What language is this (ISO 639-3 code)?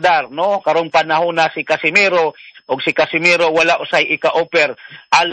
ceb